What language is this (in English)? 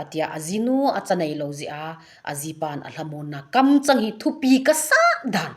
Thado Chin